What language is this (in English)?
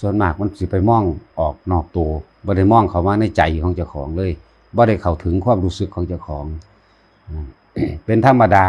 Lao